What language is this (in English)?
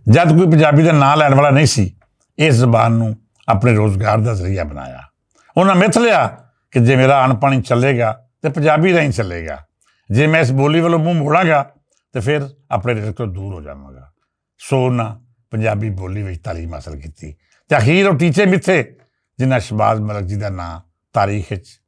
Western Panjabi